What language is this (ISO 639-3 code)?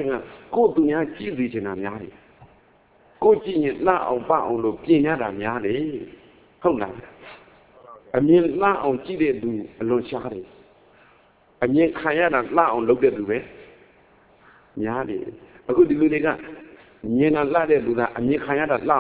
mya